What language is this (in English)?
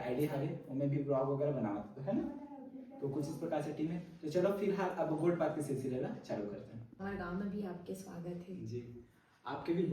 Chhattisgarhi